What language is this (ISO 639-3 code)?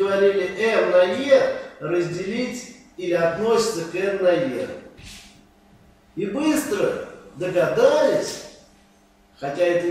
rus